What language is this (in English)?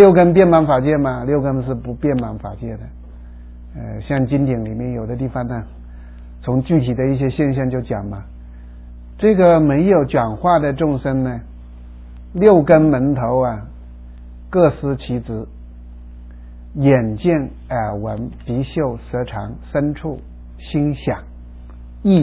Chinese